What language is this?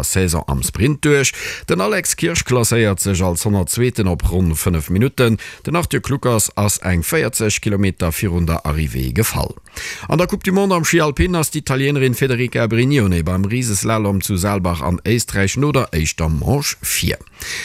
Luxembourgish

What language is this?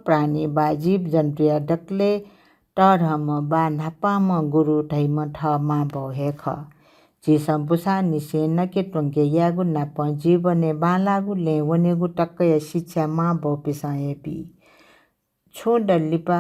Newari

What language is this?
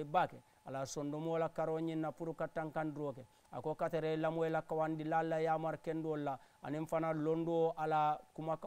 Mandingo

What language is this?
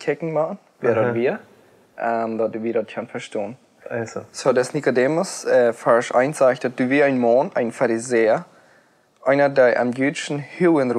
Plautdietsch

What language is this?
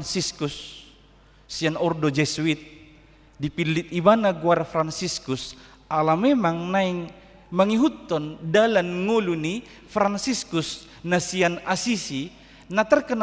Batak Toba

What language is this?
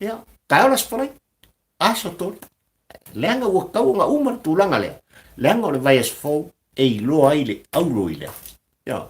Samoan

